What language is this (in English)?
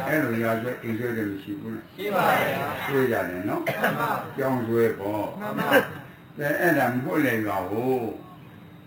Burmese